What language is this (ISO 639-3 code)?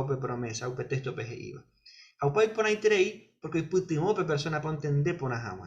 grn